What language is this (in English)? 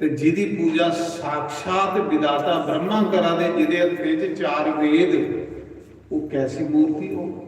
Dogri